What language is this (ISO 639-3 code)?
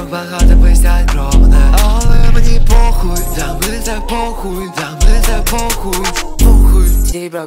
ukr